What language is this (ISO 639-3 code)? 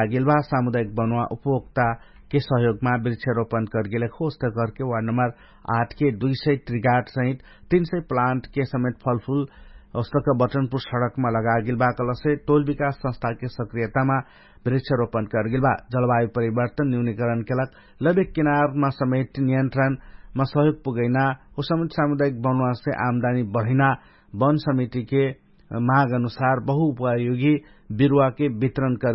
thl